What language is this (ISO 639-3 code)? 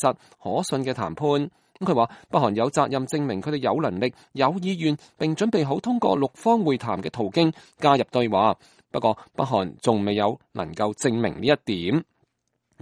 yue